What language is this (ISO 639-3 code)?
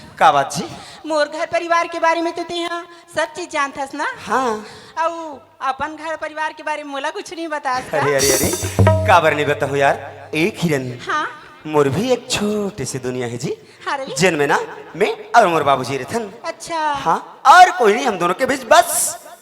hne